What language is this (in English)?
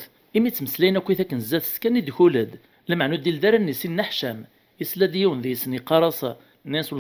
Kabyle